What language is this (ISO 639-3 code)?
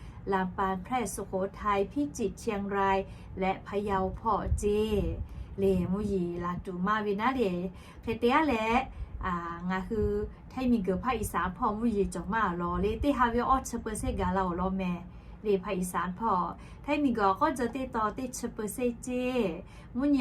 lhu